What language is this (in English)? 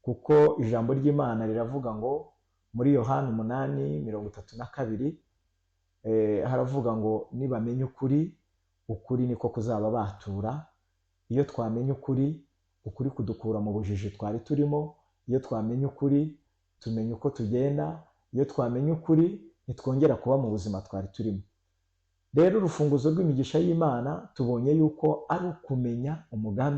Kinyarwanda